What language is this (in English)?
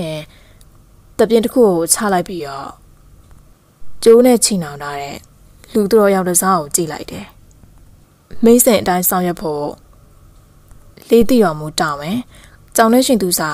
Burmese